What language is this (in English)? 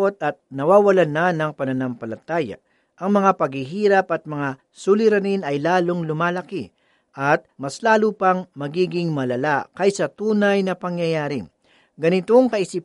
Filipino